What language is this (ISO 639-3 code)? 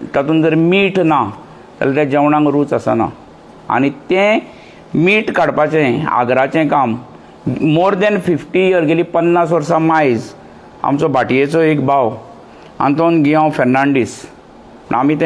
kok